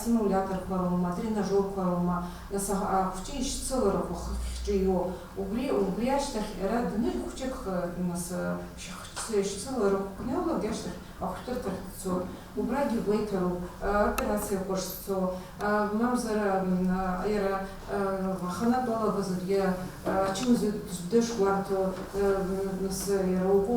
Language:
Abkhazian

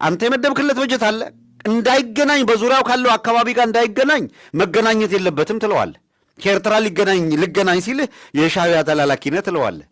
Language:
Amharic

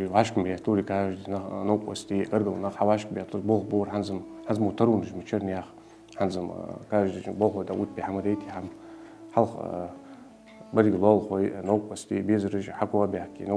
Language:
Ingush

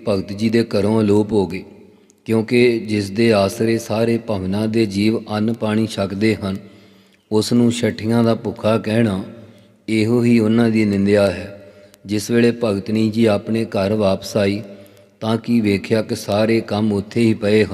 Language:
Punjabi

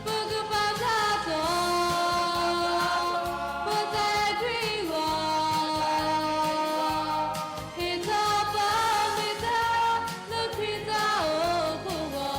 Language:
S'gaw Karen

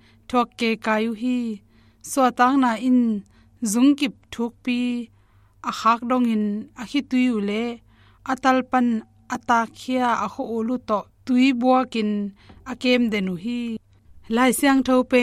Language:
Tedim Chin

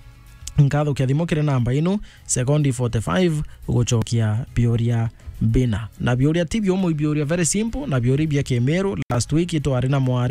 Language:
Meru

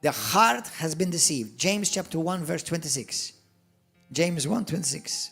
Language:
English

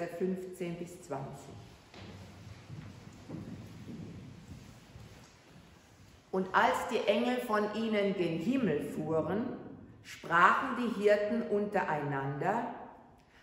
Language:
German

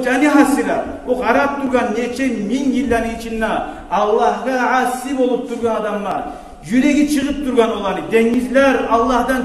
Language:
Kumyk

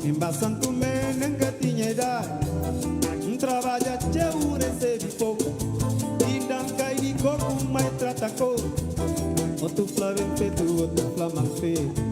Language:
Kabuverdianu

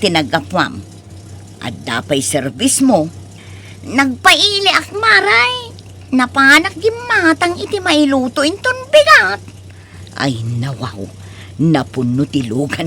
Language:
Iloko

